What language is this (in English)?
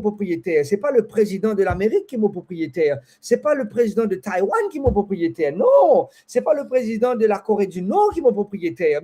Morisyen